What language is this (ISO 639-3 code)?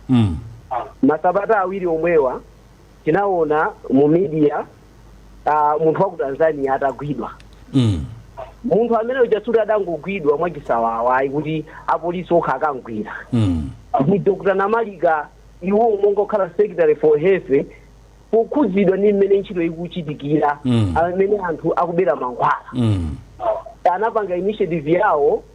nya